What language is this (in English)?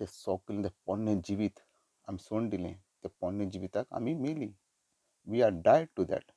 Konkani